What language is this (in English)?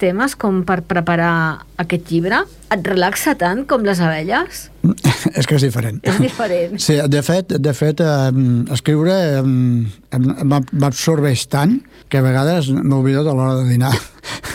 Catalan